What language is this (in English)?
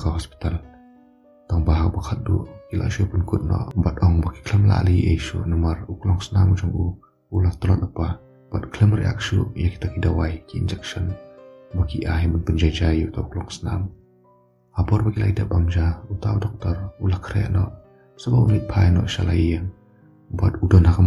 Khasi